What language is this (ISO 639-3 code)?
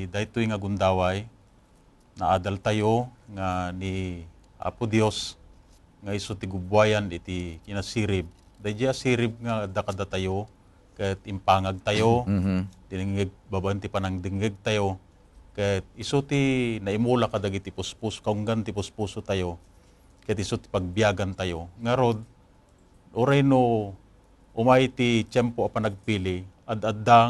ilo